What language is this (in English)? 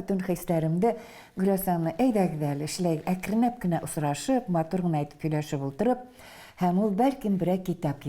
Bashkir